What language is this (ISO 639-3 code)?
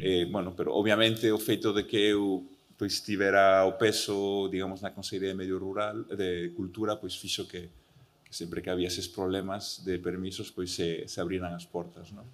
glg